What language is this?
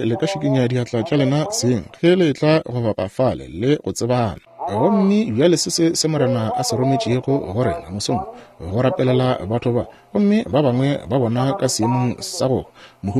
Northern Sotho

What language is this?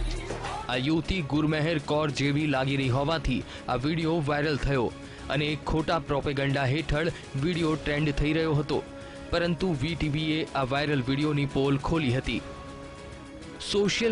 Gujarati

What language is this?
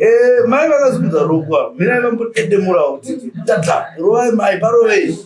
Shona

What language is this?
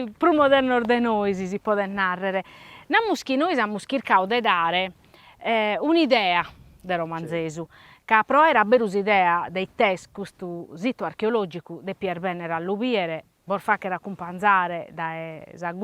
Sardinian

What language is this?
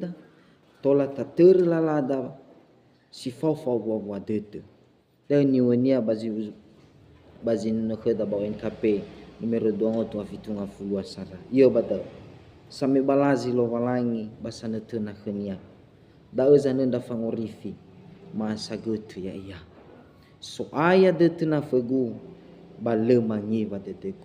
Nias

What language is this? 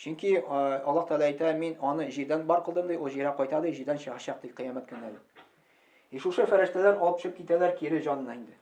Tatar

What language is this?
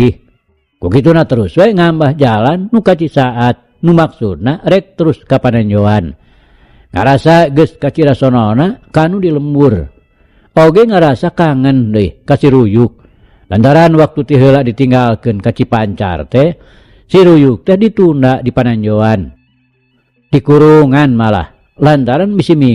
Sundanese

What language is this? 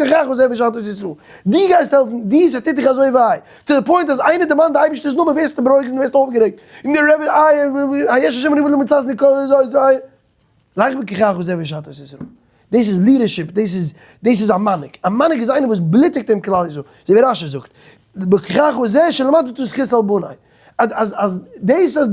Yiddish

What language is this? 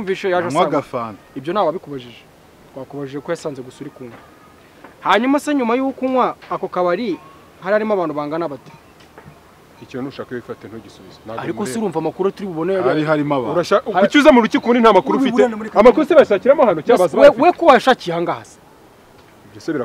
Kinyarwanda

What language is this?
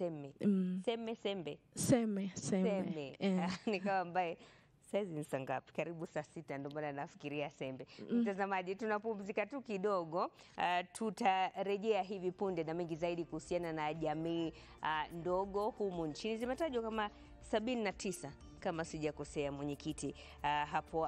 Swahili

